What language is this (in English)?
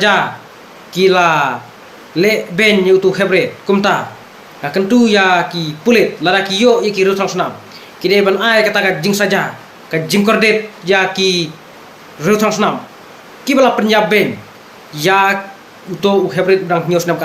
Khasi